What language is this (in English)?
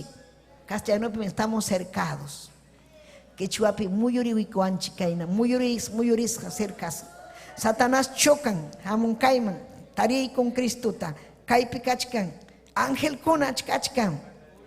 Ayacucho Quechua